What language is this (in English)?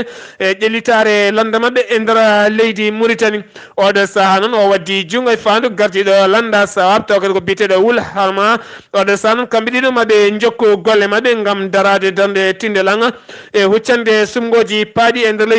Fula